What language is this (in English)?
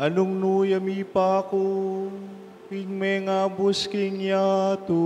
Pampanga